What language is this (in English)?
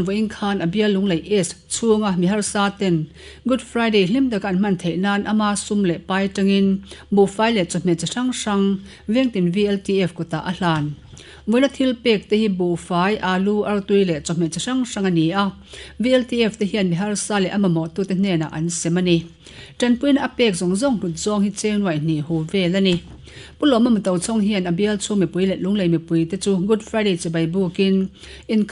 Mizo